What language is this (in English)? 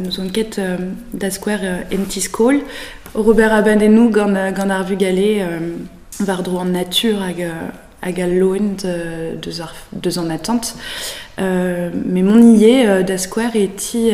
Breton